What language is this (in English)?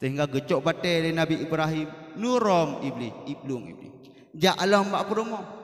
Achinese